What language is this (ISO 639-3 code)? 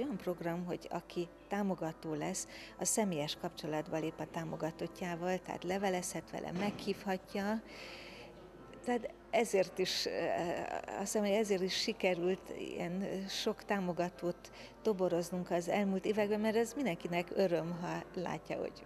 hun